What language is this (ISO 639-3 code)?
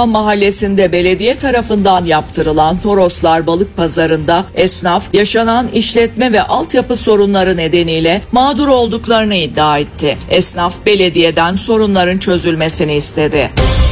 tur